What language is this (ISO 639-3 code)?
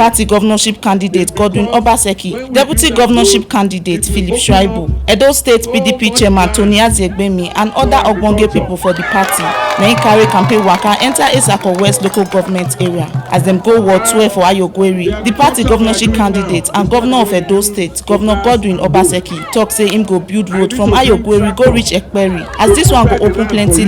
pcm